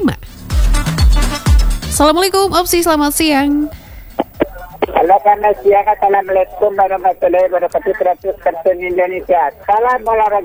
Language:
Indonesian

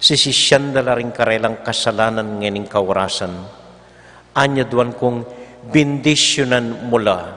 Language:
Pampanga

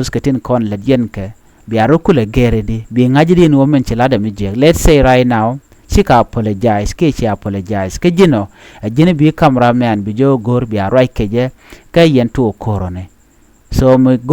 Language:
Nuer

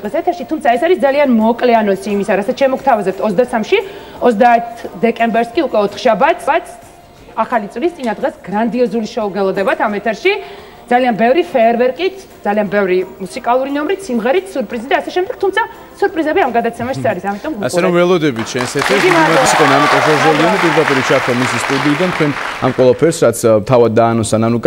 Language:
Georgian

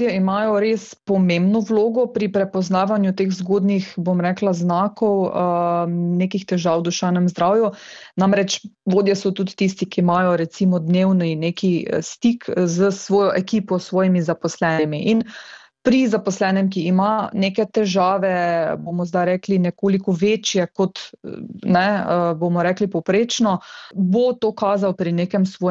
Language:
Slovenian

